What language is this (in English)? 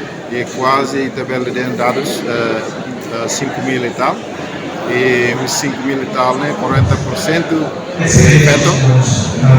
Tetum